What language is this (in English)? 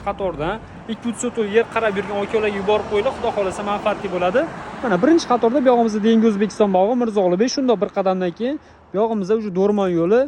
Uzbek